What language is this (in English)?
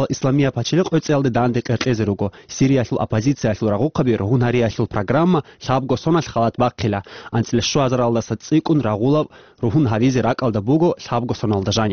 Avaric